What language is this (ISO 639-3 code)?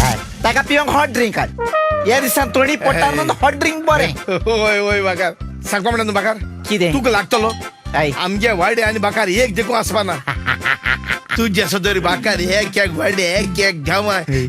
kok